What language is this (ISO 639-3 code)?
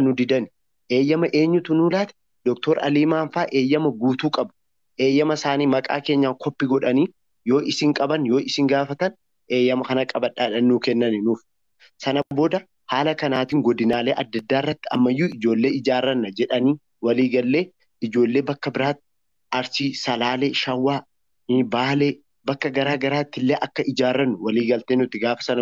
orm